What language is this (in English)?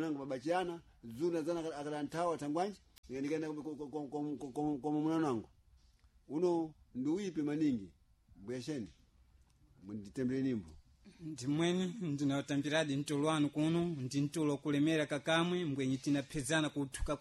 Sena